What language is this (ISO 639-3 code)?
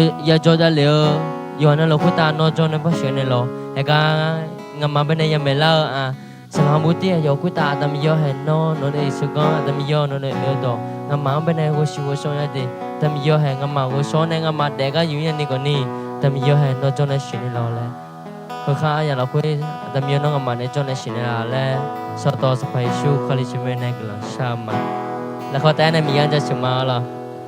ahk